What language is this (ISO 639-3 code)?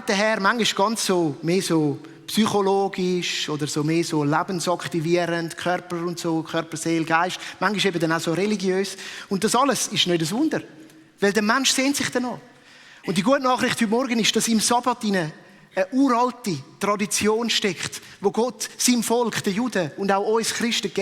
gsw